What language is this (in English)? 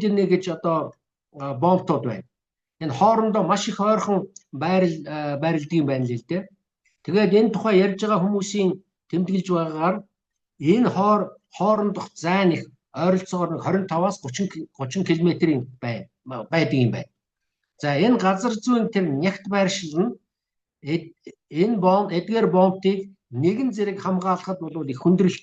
Mongolian